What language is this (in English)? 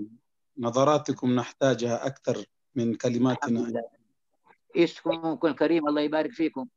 Arabic